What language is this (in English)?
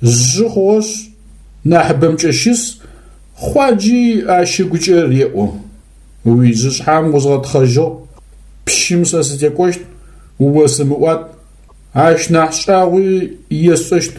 Adyghe